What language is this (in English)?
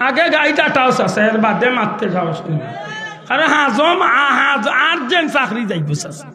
Sylheti